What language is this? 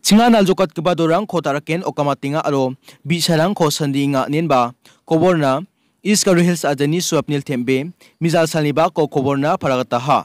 Garo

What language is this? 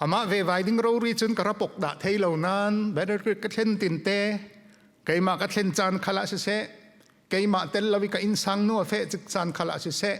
Falam Chin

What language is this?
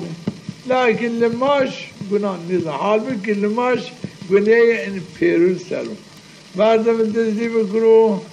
Zaza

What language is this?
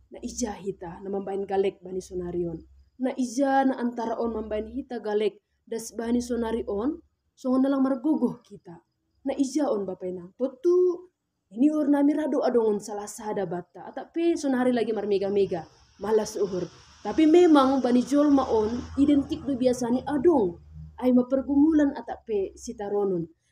Batak Simalungun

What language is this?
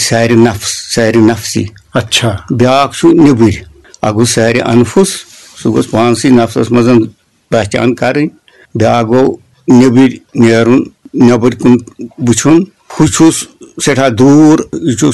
Kashmiri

